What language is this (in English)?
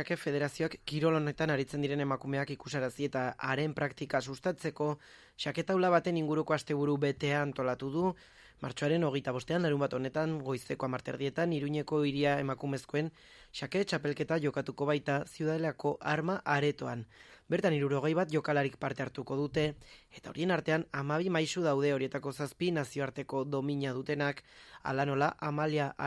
Basque